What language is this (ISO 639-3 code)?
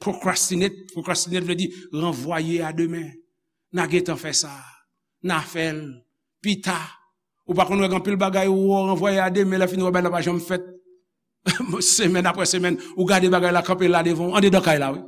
hat